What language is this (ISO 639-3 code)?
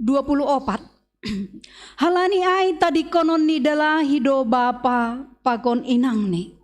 bts